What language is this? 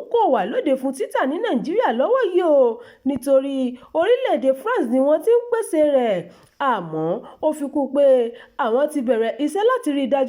Yoruba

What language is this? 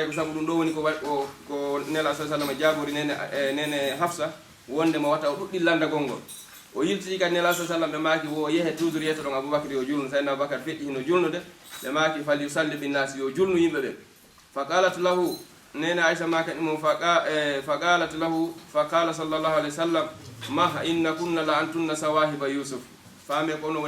Fula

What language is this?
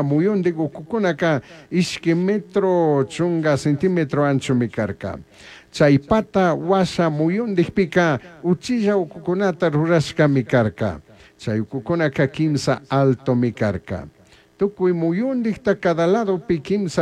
Chimborazo Highland Quichua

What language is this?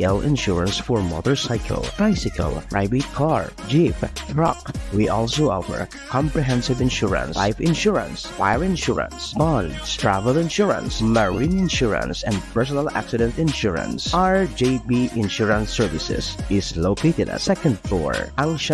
Bikol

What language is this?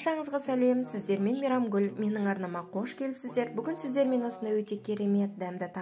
Kazakh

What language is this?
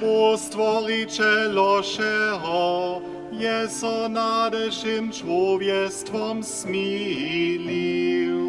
Upper Sorbian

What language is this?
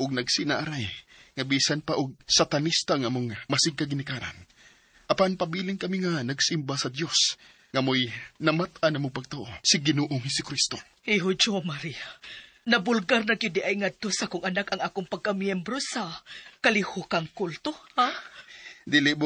Cebuano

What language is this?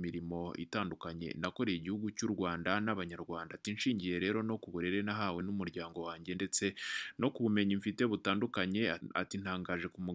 Kinyarwanda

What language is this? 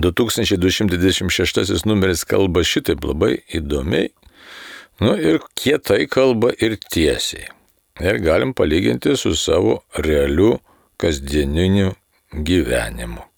Lithuanian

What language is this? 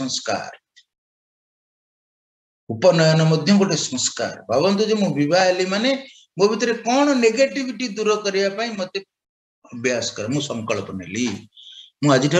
Odia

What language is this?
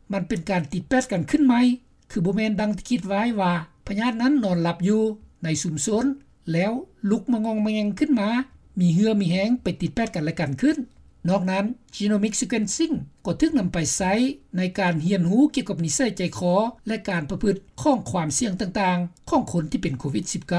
Lao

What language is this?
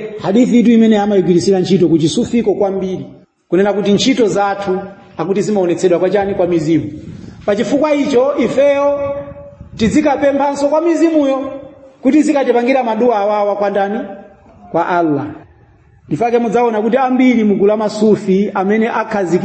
Nyanja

